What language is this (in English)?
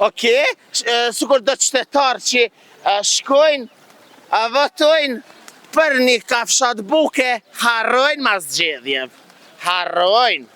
Albanian